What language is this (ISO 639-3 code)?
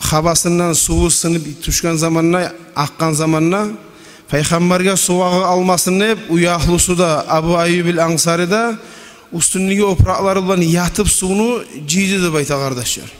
kum